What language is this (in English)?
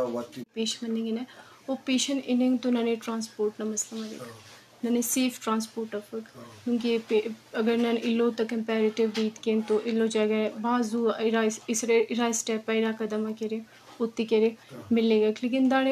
Brahui